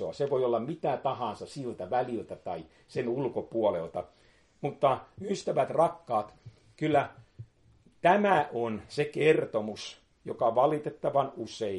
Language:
Finnish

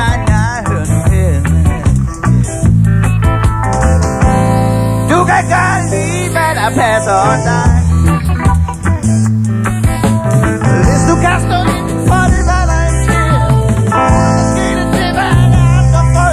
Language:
Danish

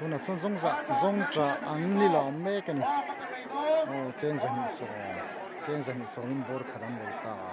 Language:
Mizo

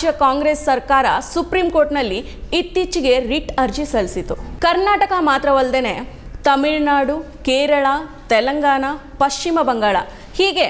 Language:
Kannada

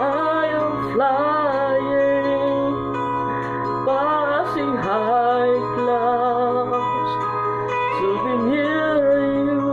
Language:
Cebuano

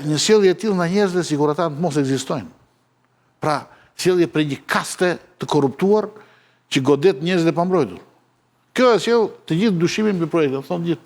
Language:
Albanian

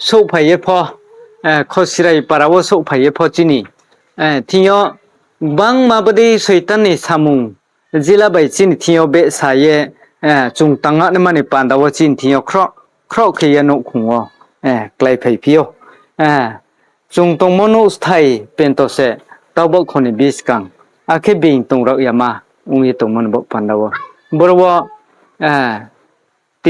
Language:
Riang (India)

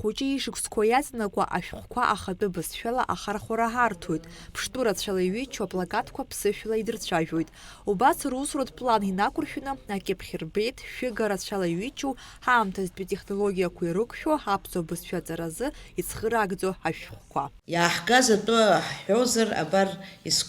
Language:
Abkhazian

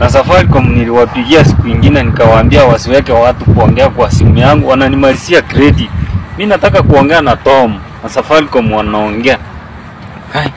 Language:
Swahili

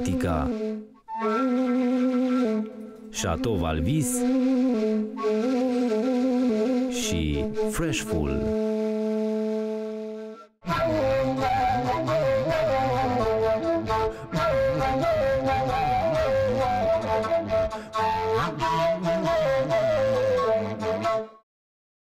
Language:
Romanian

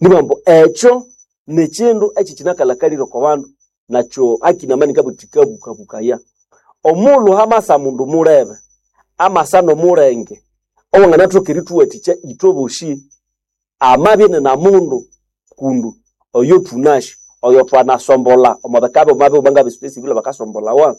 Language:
Nande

